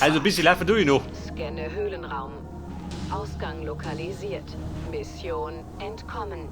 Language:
Bavarian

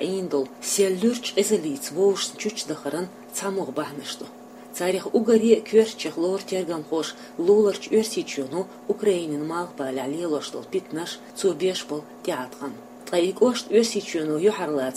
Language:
Chechen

